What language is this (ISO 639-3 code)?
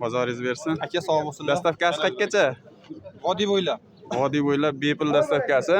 uzb